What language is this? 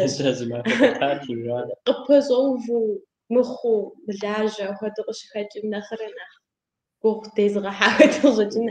Kabardian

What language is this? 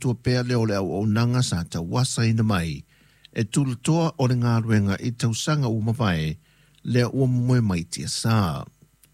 Samoan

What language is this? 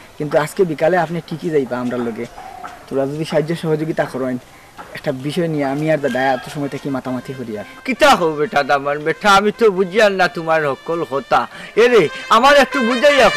Sylheti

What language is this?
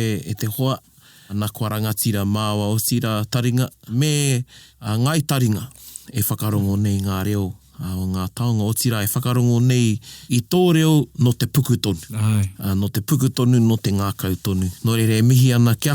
Māori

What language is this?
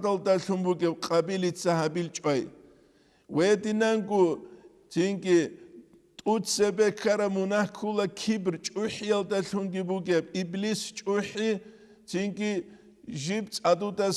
Avaric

